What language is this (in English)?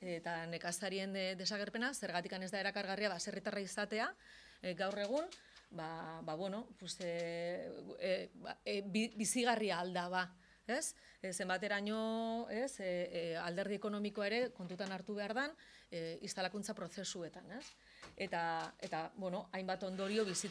Basque